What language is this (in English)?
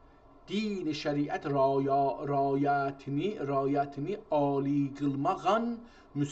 South Azerbaijani